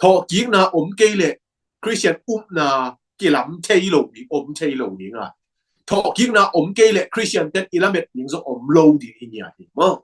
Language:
Tedim Chin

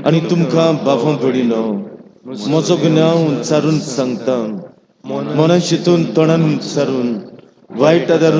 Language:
Konkani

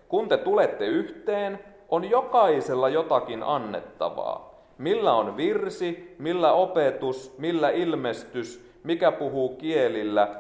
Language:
Finnish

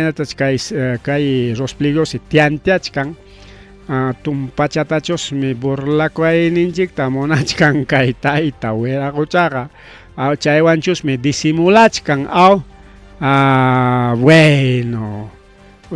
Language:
Ayacucho Quechua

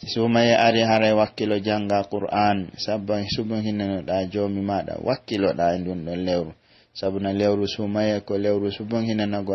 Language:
Pular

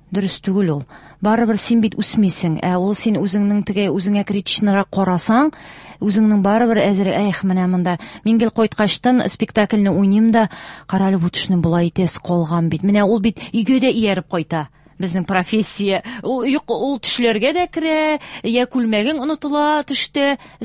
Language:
Tatar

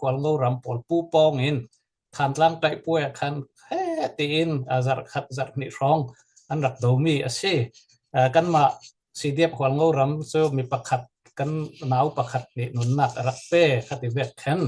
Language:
Falam Chin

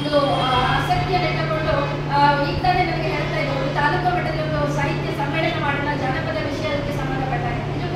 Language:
Kannada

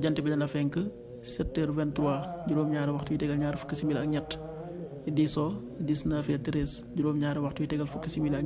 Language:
Wolof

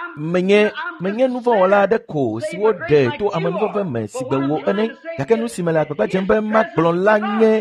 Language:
Ewe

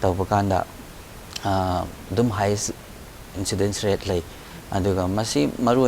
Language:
Manipuri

